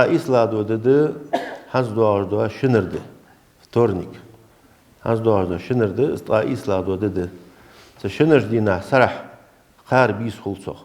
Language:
Ingush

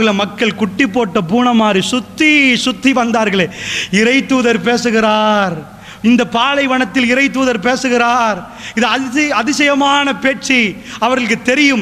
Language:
Tamil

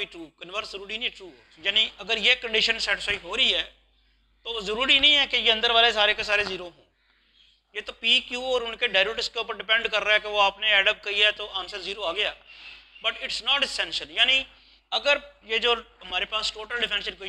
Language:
Hindi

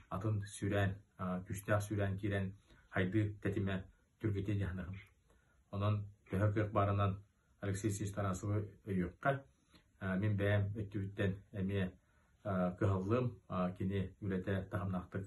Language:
Yakut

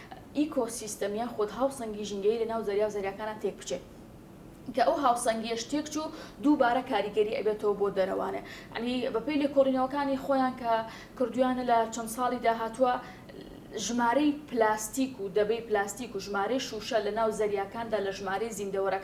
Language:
Central Kurdish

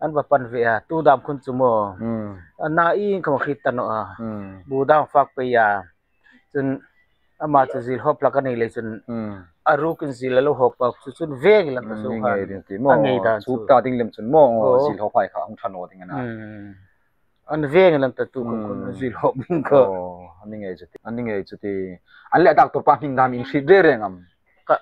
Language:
Hmar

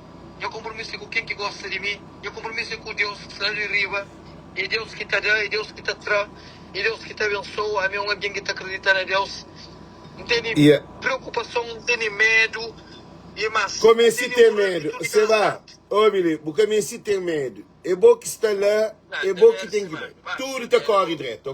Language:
Kabuverdianu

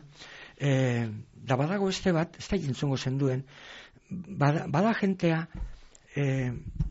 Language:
Basque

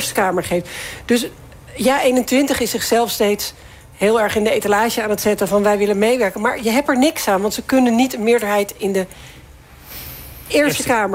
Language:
Dutch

